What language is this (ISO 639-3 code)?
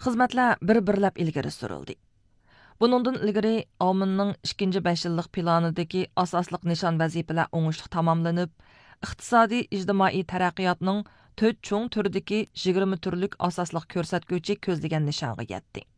uig